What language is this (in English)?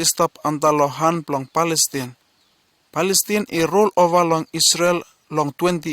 Bislama